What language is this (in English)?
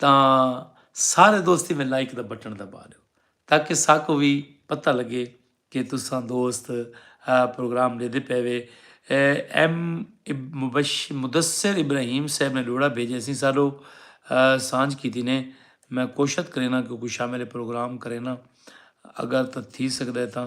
Saraiki